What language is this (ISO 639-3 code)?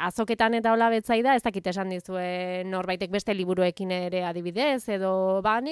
eus